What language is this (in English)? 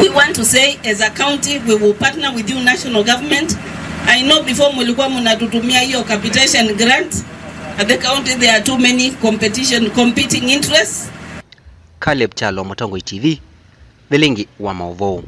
Kamba